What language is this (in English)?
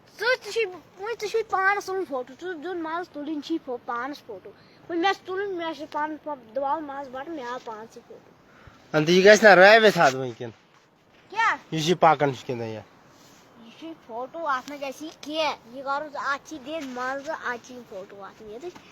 Kashmiri